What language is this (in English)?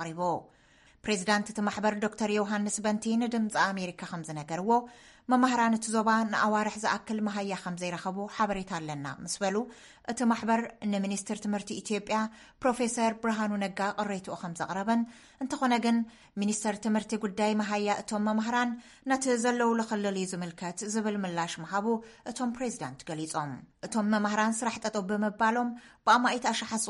Tigrinya